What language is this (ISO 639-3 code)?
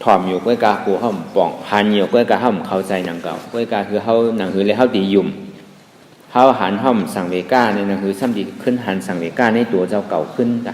shn